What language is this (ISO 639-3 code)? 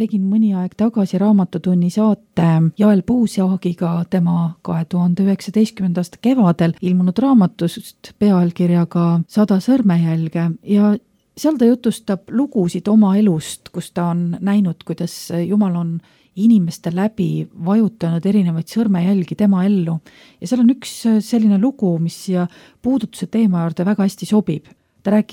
est